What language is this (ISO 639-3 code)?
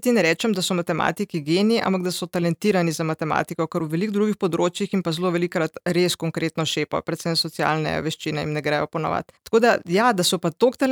slv